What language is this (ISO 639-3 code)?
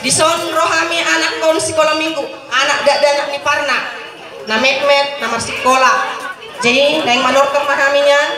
bbc